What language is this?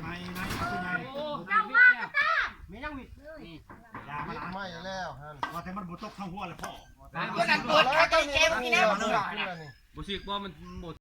Lao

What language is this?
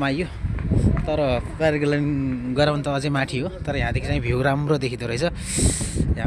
Nepali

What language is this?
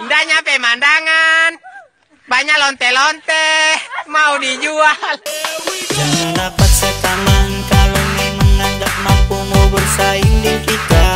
Manado Malay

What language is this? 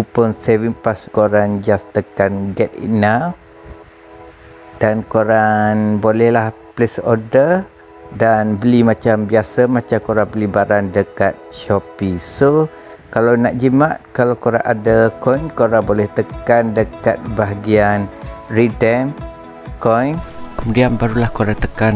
Malay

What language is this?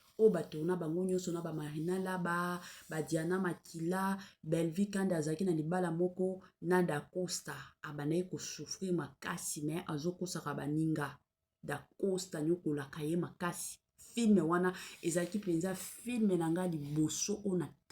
Lingala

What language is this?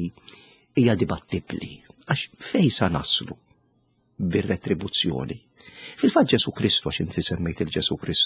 Maltese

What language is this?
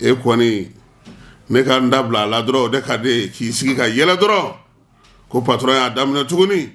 Bambara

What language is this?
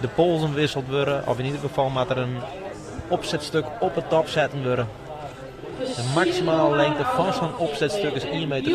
Western Frisian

